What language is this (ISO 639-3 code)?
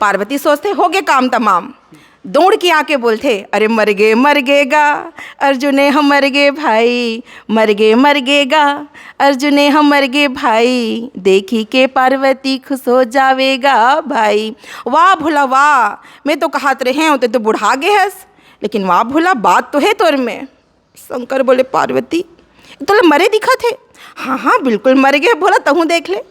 hne